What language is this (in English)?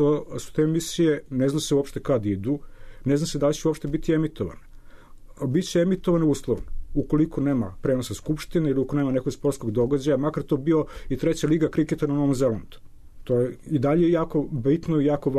Serbian